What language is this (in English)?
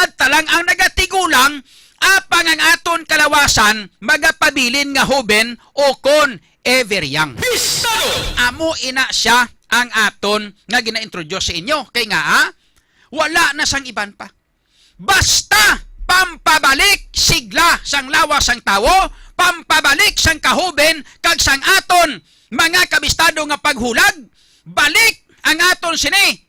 Hiligaynon